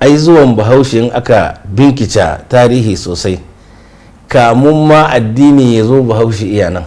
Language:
Hausa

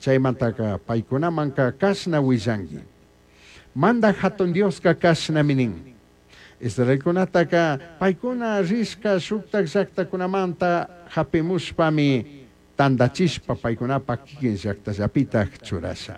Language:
Chimborazo Highland Quichua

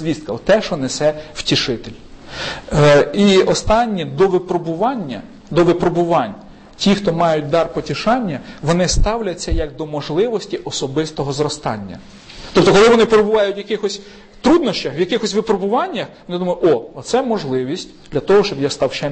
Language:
Ukrainian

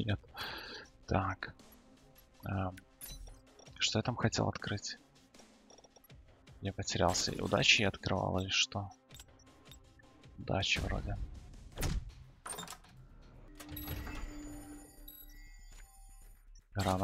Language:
Russian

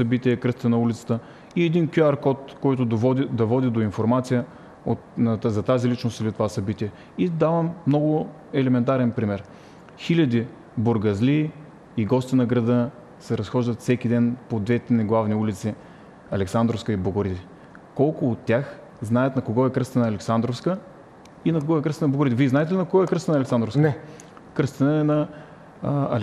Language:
Bulgarian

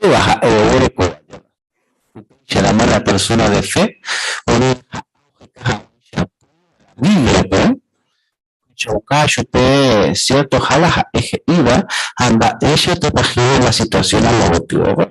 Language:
Guarani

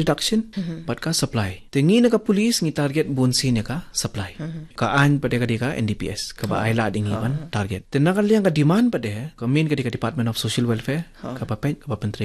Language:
Khasi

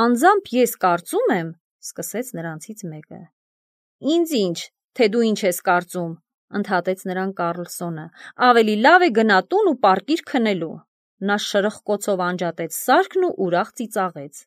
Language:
Armenian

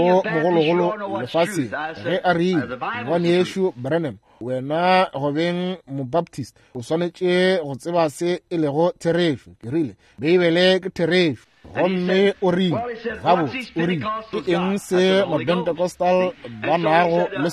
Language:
Northern Sotho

